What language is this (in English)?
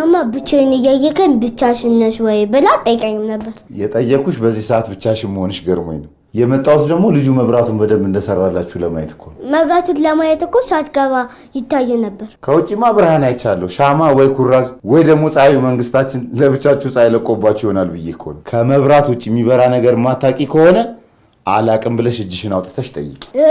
Amharic